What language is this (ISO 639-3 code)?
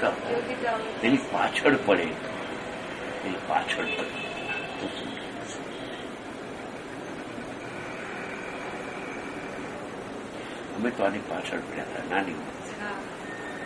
guj